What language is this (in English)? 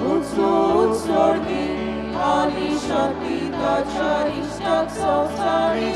Konkani